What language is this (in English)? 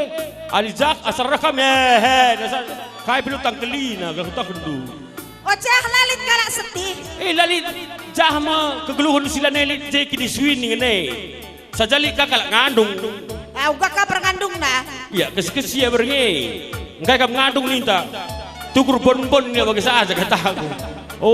Batak Karo